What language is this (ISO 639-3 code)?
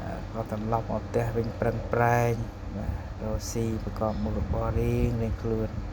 khm